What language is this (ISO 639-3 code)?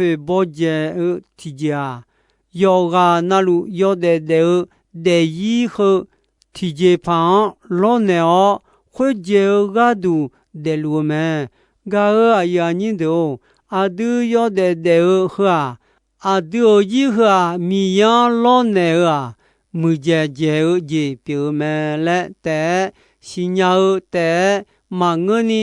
ahk